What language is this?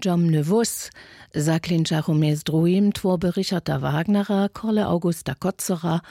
Upper Sorbian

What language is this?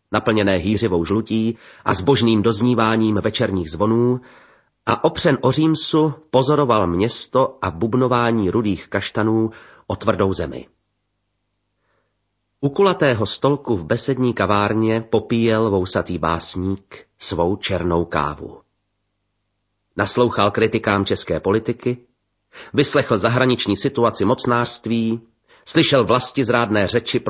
Czech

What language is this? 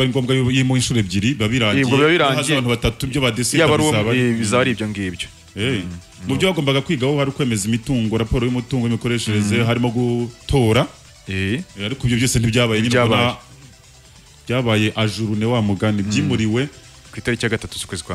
Kinyarwanda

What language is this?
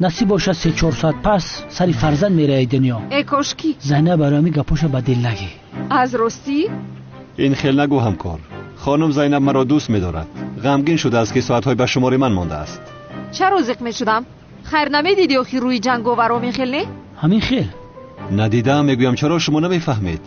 Tajik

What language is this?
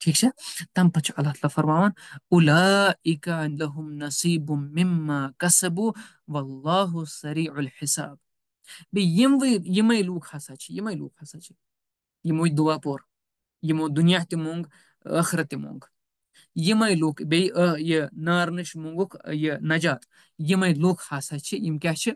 Kashmiri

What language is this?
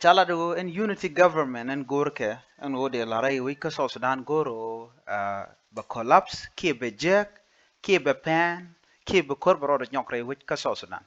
Nuer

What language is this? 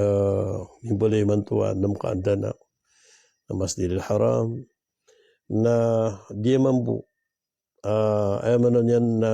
Maranao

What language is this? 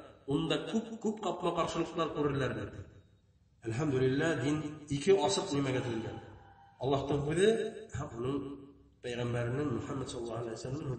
Bashkir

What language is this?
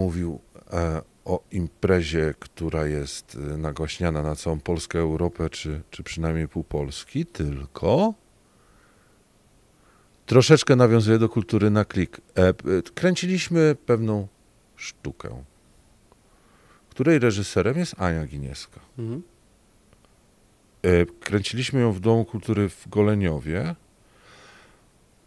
Polish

